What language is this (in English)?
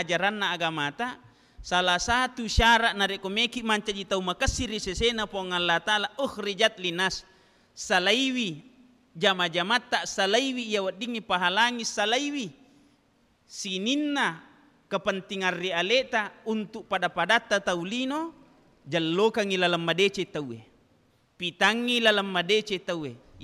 Buginese